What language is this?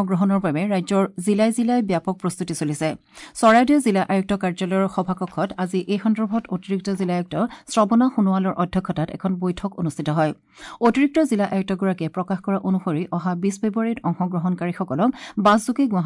Assamese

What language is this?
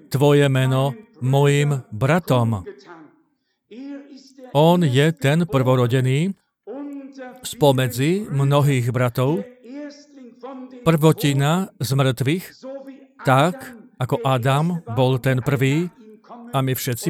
Slovak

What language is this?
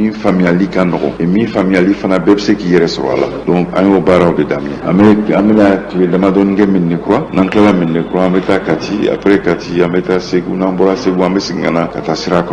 Bambara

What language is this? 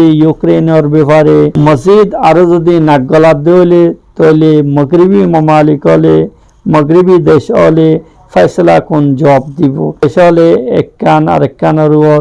Rohingya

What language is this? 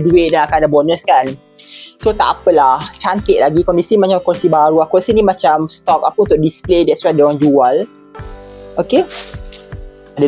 Malay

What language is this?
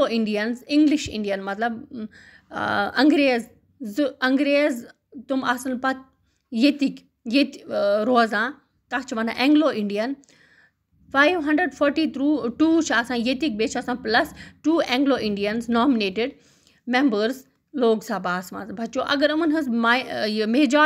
Kashmiri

